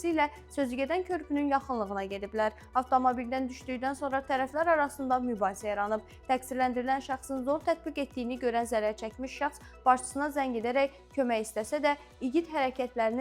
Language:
Azerbaijani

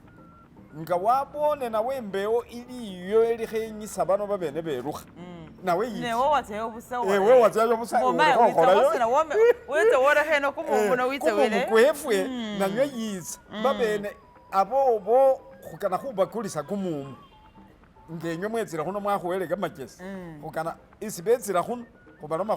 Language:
Masaaba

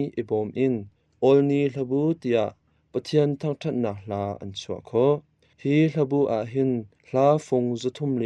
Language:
Hakha Chin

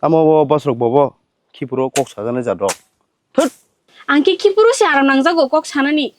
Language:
Kok Borok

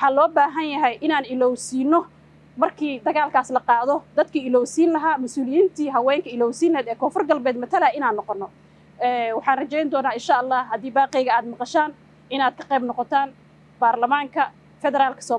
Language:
Somali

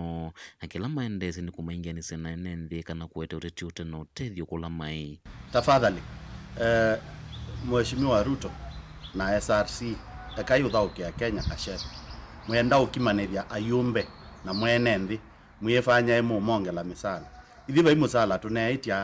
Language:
Kamba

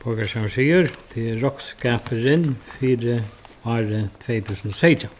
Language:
Faroese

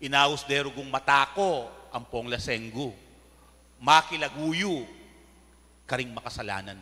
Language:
Pampanga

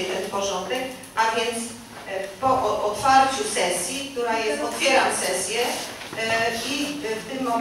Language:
Polish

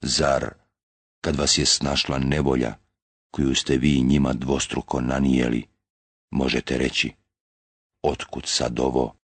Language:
Bosnian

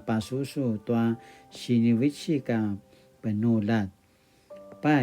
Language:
Paiwan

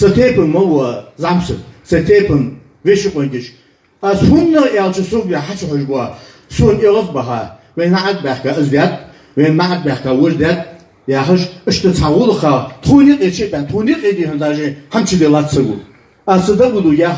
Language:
Ingush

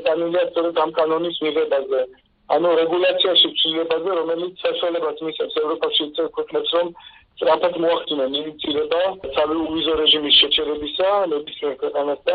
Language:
Georgian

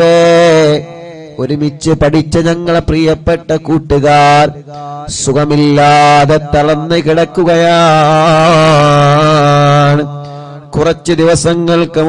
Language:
Malayalam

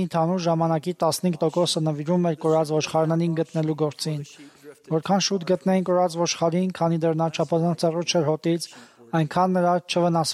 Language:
Armenian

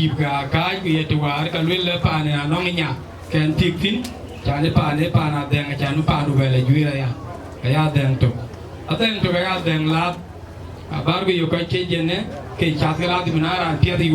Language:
Dinka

